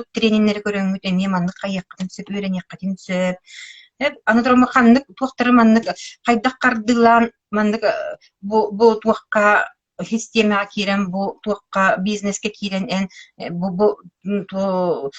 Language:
Yakut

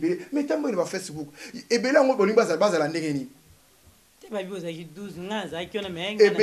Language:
Lingala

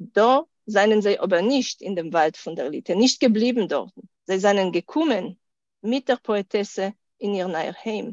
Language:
Yiddish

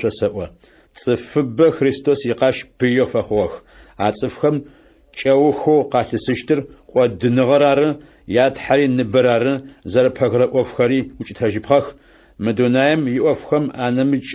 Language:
Adyghe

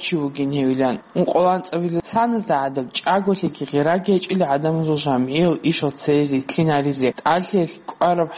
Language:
Avaric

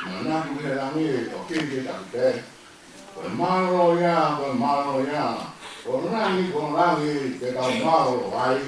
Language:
Tongan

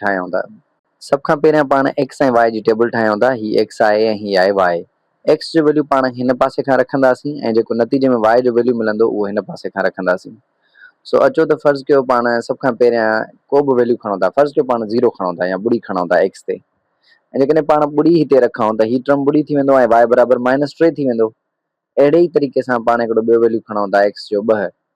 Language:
Sindhi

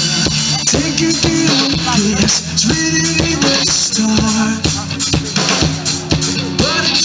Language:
English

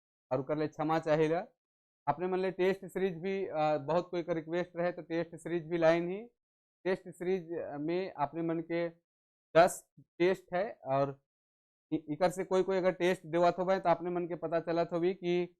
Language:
Sadri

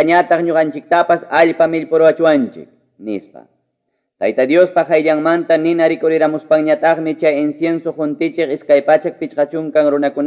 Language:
Ayacucho Quechua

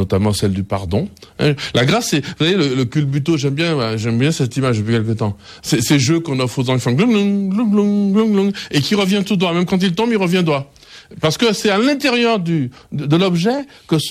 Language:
French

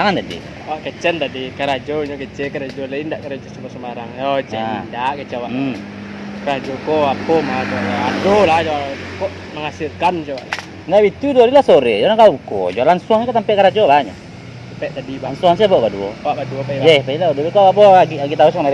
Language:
Minangkabau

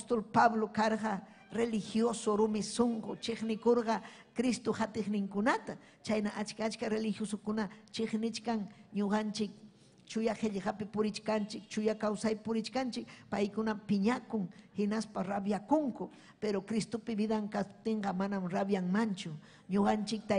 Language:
Ayacucho Quechua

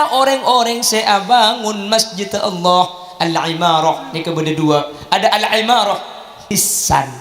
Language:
Madurese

